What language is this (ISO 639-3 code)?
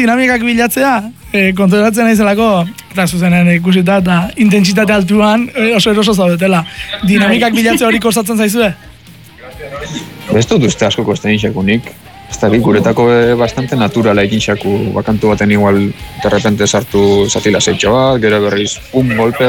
eus